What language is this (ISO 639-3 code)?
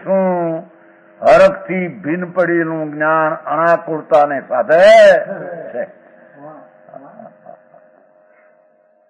guj